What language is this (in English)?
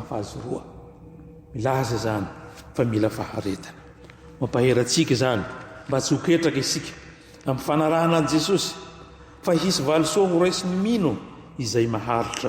Malagasy